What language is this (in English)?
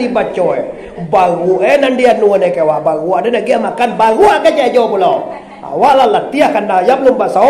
Minangkabau